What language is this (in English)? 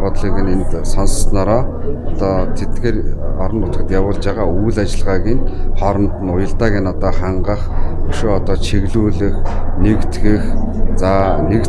Mongolian